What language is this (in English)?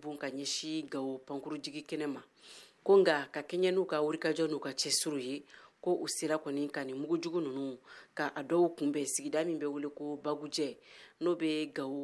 Bambara